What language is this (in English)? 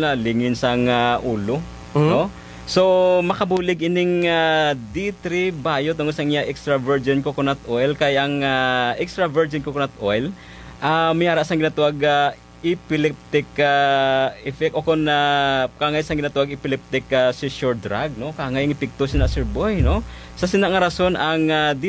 Hiligaynon